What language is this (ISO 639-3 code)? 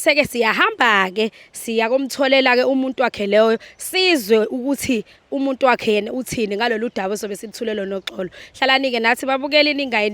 zul